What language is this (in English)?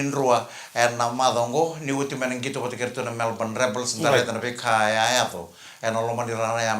Fijian